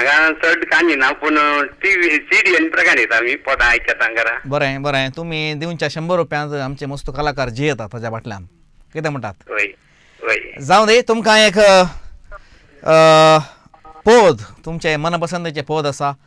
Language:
Konkani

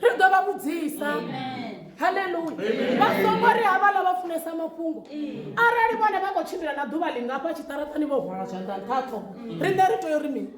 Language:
Venda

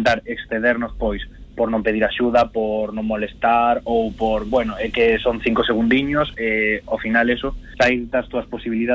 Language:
Galician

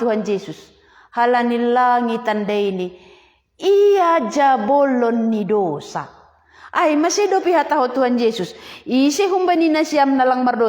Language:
Batak Simalungun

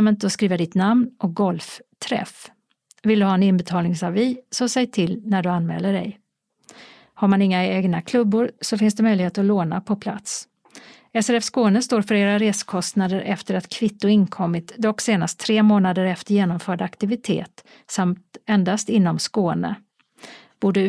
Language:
Swedish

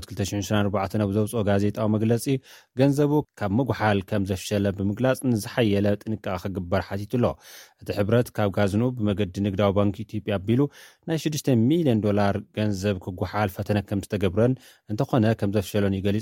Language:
Tigrinya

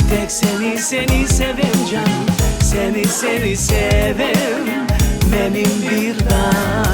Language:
Crimean Tatar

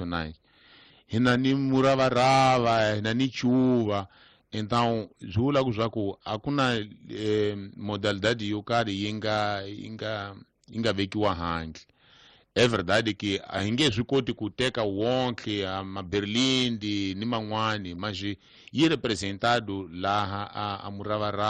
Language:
Tsonga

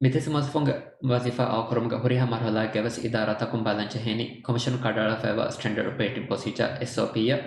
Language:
Divehi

